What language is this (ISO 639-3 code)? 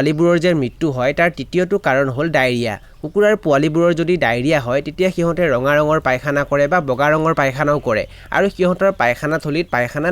asm